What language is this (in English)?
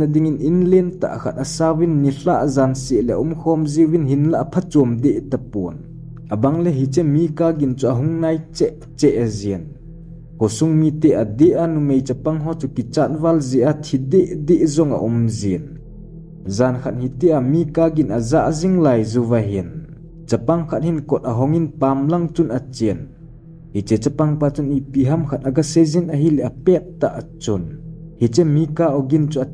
Thado Chin